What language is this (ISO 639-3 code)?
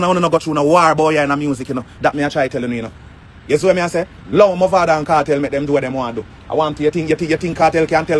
jam